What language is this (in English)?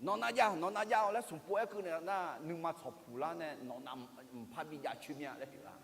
Akha